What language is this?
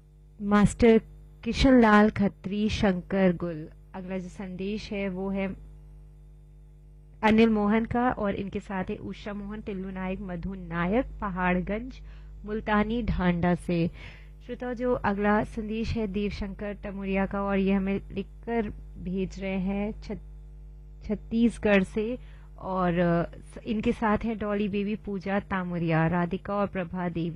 Hindi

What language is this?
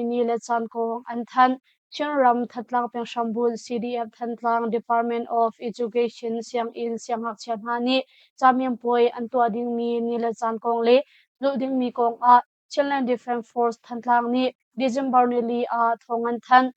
Hakha Chin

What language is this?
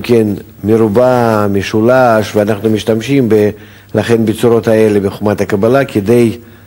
Hebrew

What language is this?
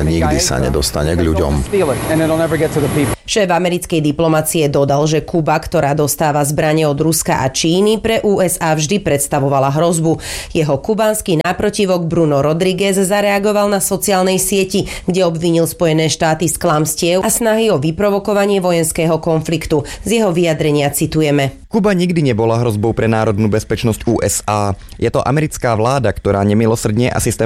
Slovak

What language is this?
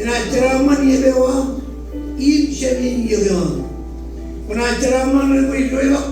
Marshallese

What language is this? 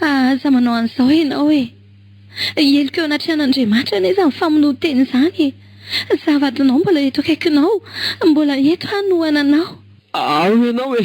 Malagasy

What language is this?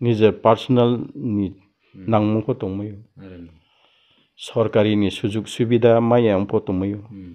Riang (India)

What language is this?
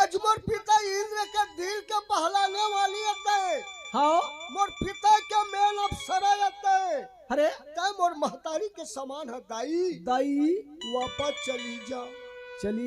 Chhattisgarhi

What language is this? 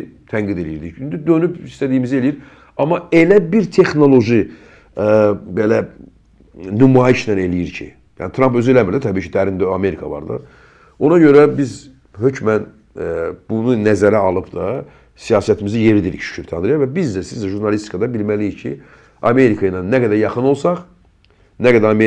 Azerbaijani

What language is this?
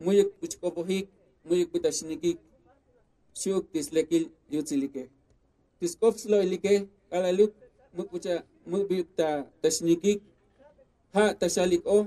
Tzotzil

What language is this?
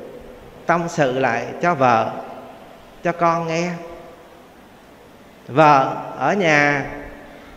Vietnamese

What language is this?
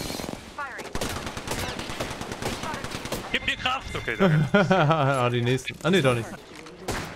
German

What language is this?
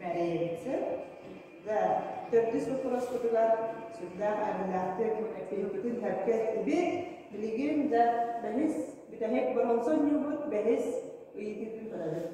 Yakut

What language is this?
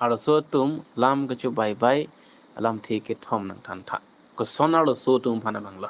Karbi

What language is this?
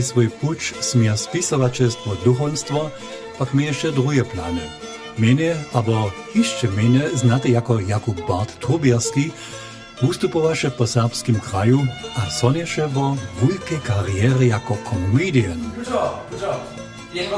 Upper Sorbian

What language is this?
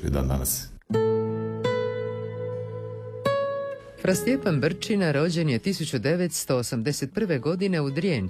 Croatian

